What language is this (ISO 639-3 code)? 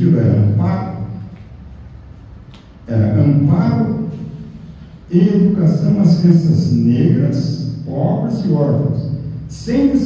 por